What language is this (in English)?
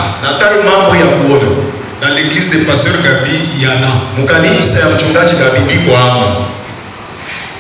Swahili